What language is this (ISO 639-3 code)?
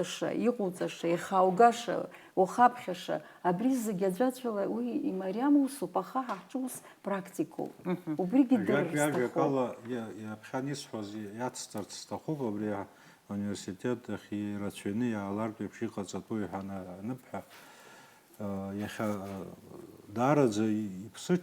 abk